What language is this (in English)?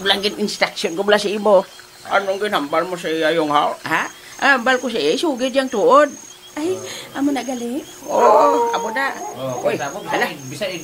Hiligaynon